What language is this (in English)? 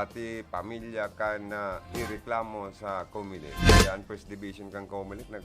Bikol